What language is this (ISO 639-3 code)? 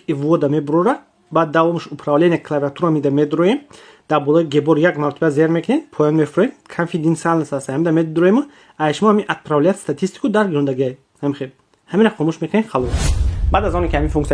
tgk